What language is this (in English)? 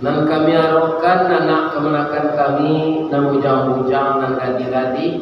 Minangkabau